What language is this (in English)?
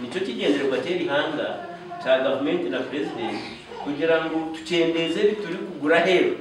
Nyankole